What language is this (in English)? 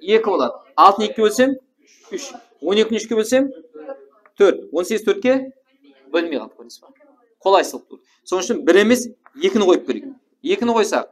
Kara-Kalpak